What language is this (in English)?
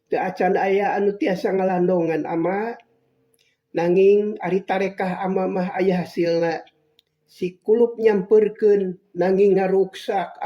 Sundanese